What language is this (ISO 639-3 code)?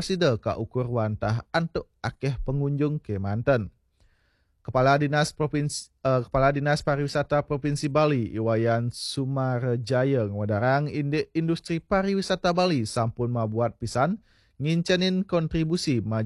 ban